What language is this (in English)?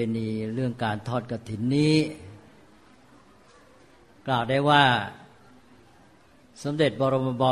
Thai